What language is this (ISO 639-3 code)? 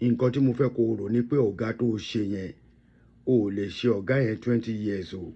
yor